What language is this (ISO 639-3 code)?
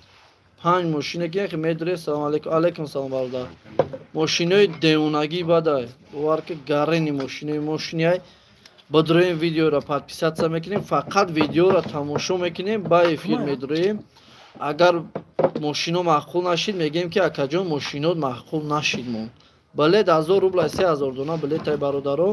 tgk